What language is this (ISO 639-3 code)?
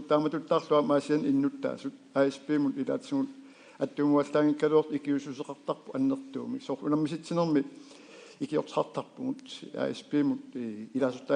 kal